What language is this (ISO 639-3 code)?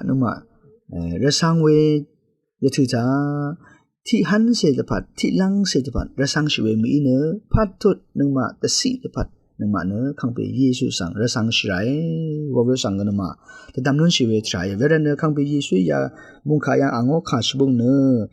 raw